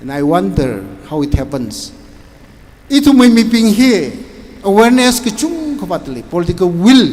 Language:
Tangkhul Naga (India)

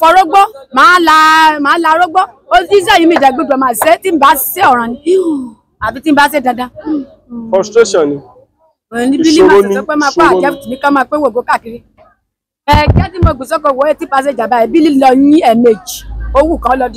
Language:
Yoruba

